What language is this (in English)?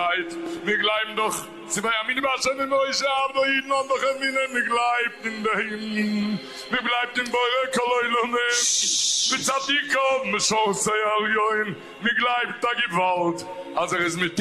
Yiddish